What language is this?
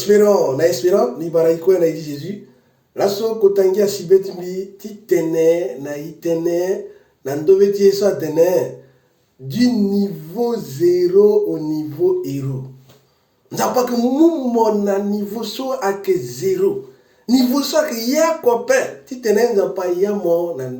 Sango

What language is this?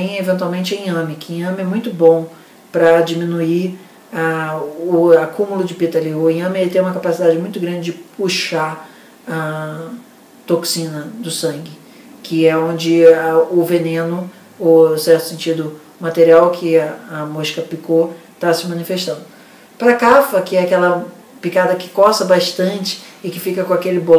Portuguese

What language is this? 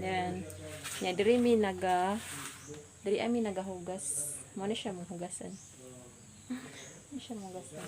Cebuano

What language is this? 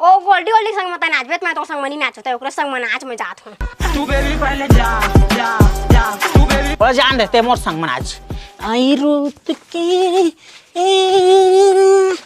Chhattisgarhi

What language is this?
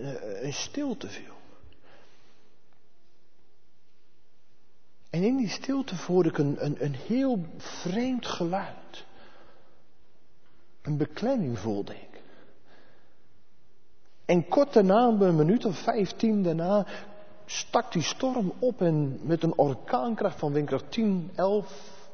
Dutch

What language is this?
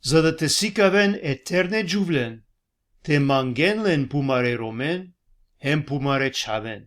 Balkan Romani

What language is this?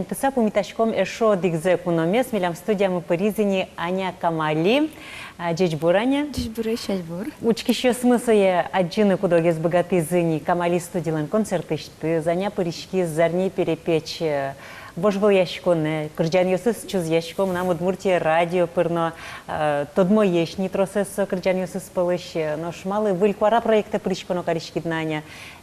Udmurt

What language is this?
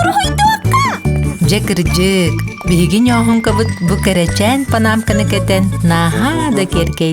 Yakut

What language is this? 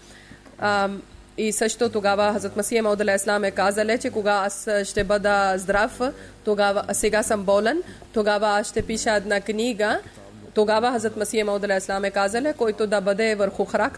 Bulgarian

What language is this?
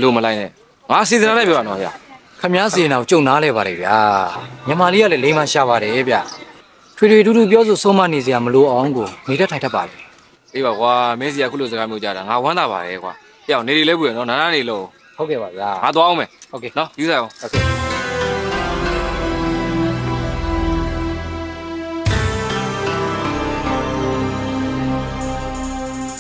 Burmese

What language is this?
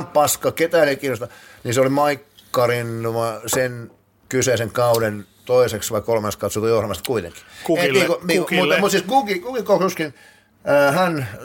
Finnish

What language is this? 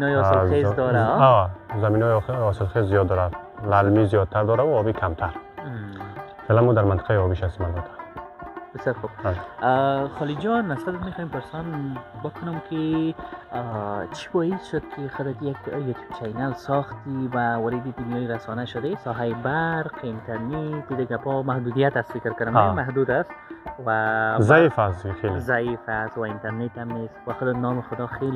Persian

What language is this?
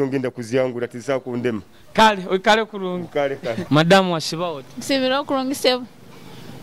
Nyoro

